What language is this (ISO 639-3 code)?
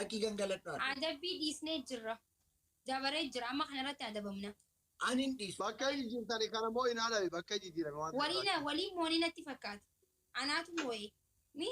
orm